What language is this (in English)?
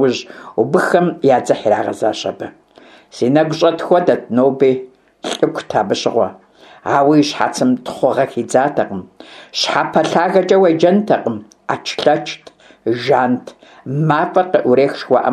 Kabardian